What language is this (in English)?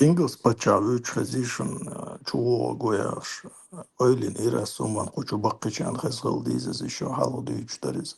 Chechen